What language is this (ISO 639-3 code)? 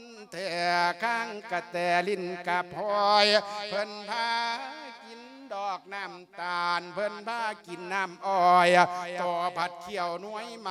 lao